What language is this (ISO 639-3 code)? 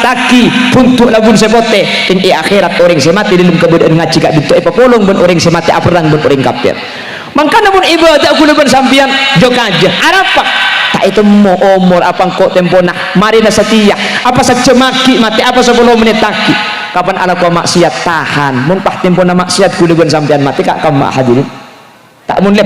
mad